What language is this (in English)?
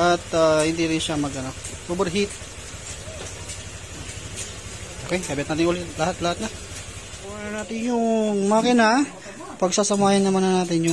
Filipino